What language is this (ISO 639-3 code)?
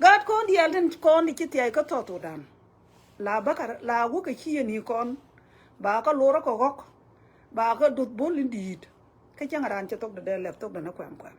nus